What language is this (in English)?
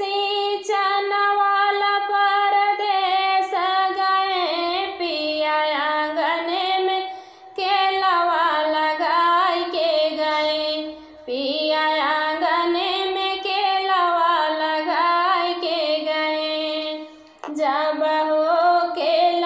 Bhojpuri